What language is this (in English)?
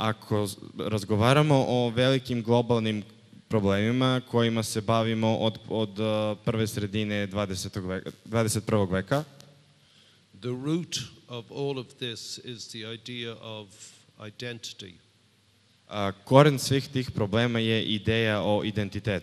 Serbian